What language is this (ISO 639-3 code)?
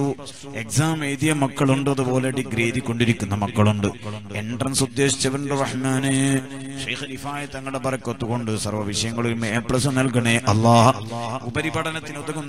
mal